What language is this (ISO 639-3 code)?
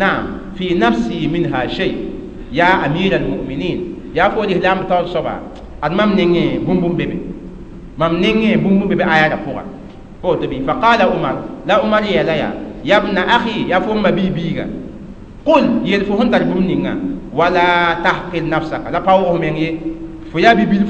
mos